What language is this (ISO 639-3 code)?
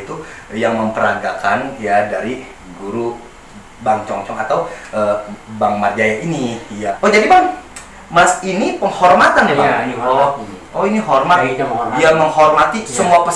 bew